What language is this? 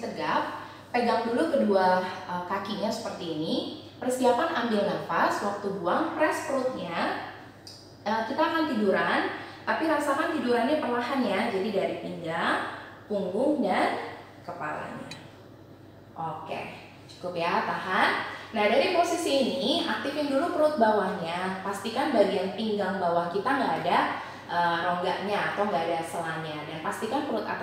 Indonesian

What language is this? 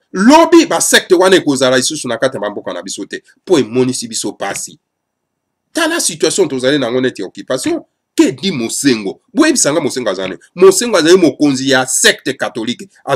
Lingala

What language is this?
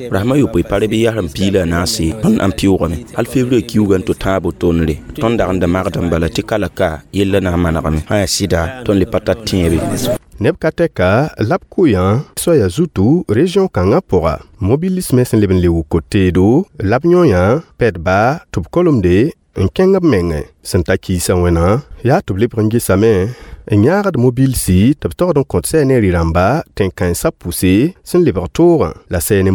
Mossi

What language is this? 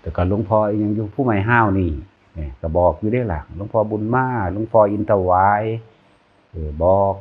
Northeastern Thai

